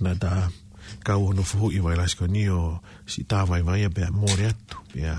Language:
Tongan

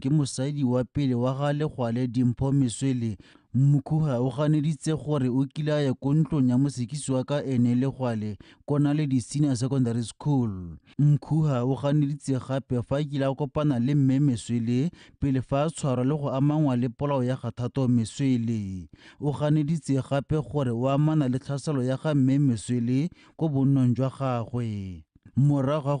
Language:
Tswana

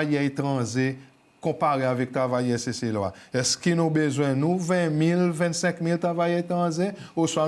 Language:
Seselwa Creole French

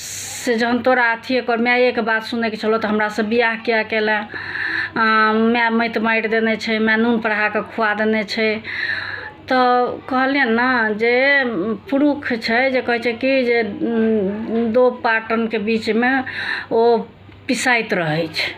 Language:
Maithili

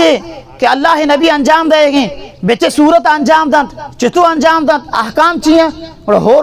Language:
Baluchi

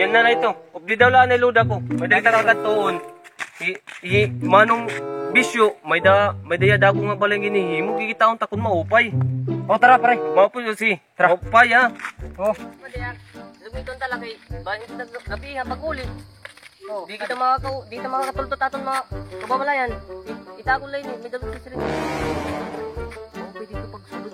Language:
Waray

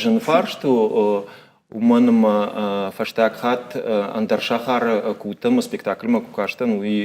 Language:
Ossetic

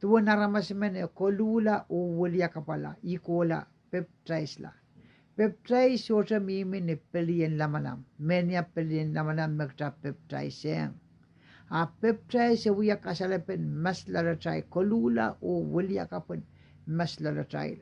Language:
Pohnpeian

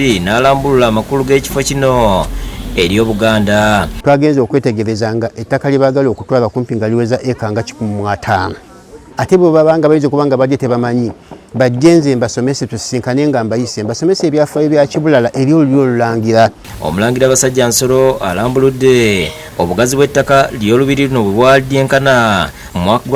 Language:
Ganda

